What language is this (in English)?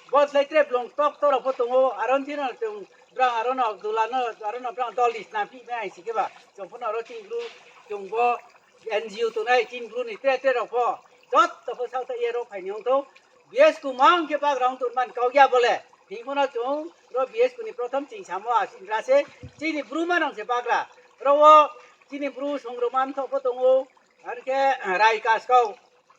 Riang (India)